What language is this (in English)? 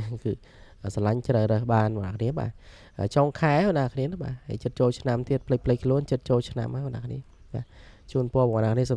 Khmer